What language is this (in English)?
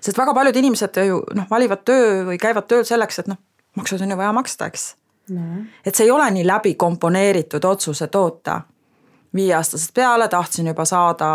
Estonian